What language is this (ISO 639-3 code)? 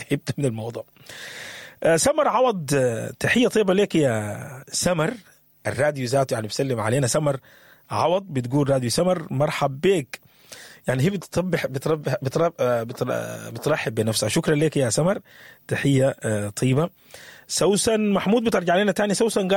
apd